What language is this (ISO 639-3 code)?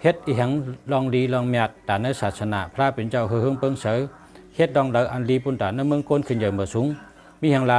shn